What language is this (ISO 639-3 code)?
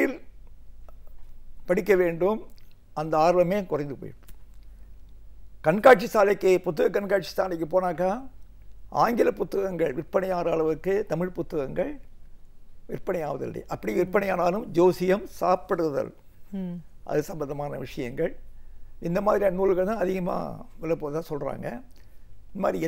tam